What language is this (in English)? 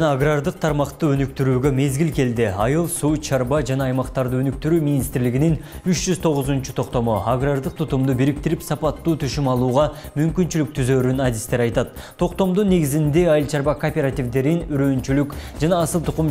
Kyrgyz